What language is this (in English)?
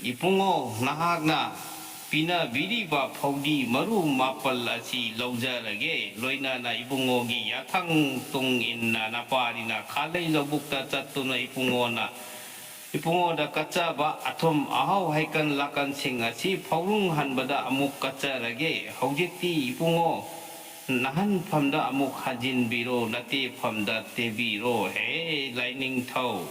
Manipuri